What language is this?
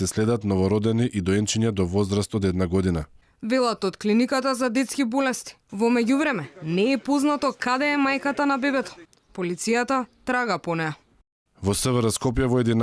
Macedonian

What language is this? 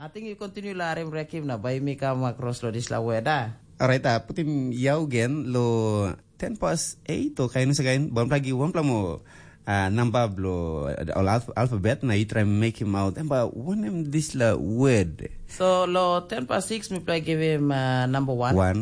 Tok Pisin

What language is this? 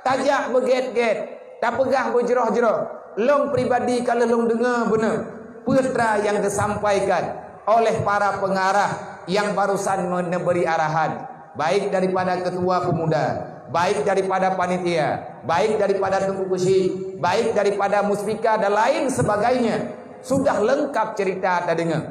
Achinese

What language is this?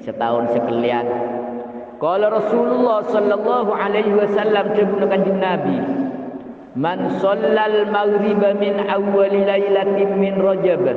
Madurese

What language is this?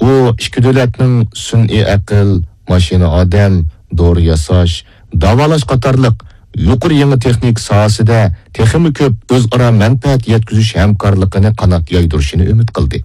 Uyghur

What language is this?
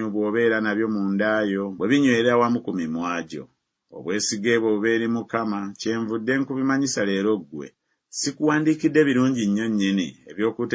Ganda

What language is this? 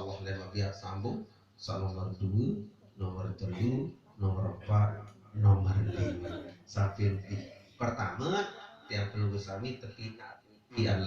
Sasak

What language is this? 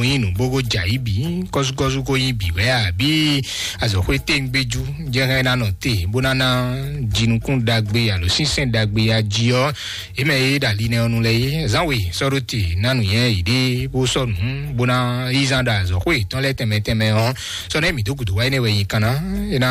Fon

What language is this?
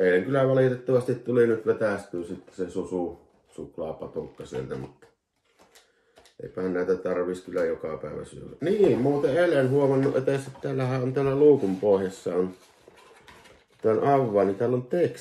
Finnish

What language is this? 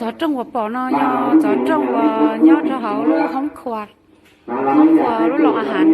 Hmong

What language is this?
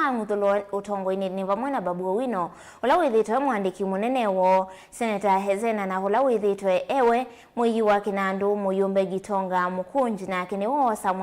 Kamba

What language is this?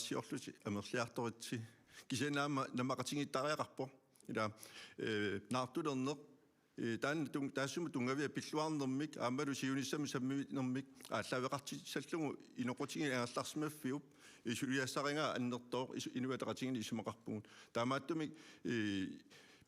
Kalaallisut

